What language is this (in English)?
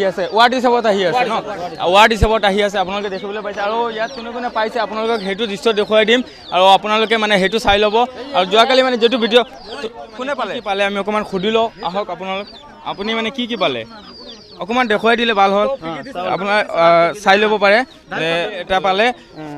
Assamese